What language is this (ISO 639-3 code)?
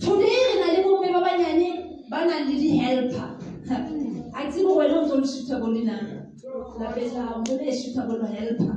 sot